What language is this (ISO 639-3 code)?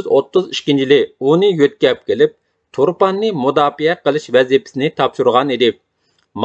uig